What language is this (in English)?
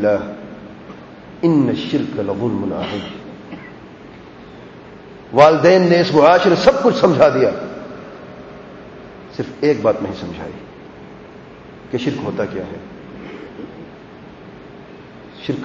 Urdu